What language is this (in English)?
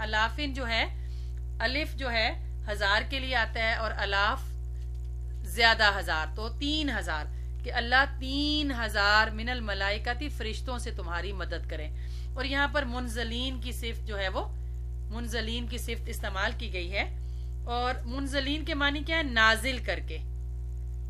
Urdu